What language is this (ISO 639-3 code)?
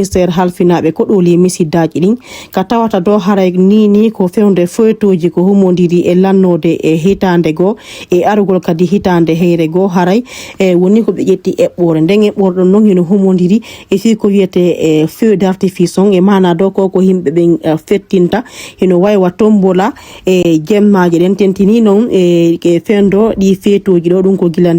ful